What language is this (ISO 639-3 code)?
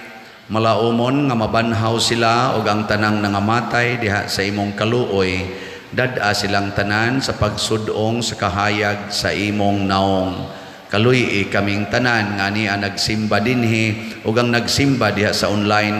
ceb